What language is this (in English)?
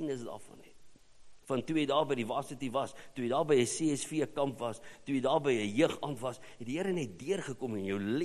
Afrikaans